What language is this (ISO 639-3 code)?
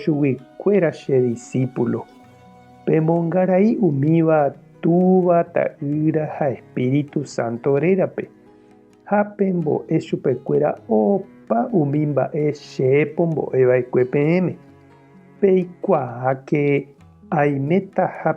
grn